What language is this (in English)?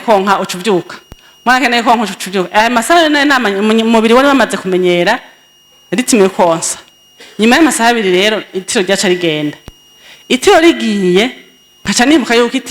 Rundi